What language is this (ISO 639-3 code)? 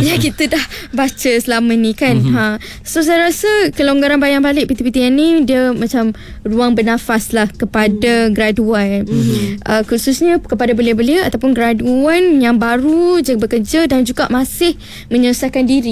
msa